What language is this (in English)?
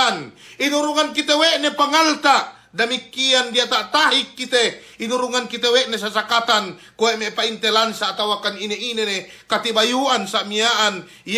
Yakan